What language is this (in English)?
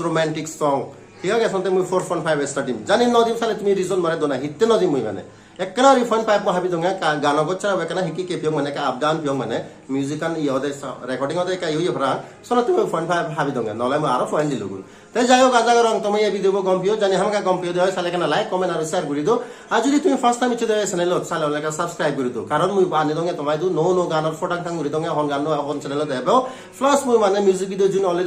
Chakma